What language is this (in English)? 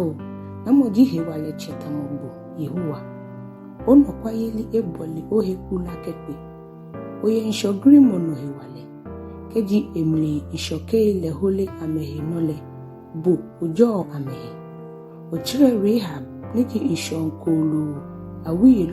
Ga